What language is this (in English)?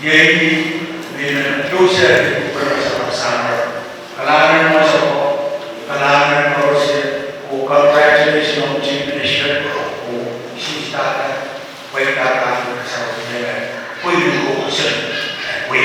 Pohnpeian